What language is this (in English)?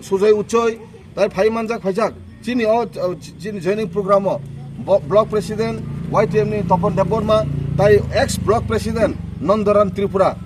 Kok Borok